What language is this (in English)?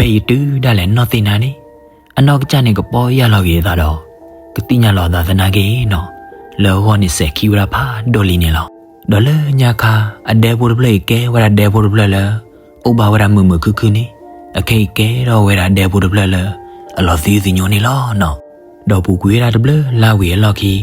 S'gaw Karen